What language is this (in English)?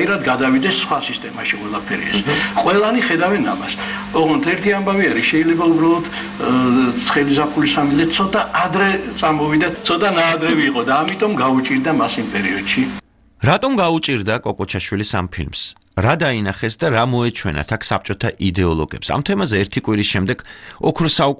Georgian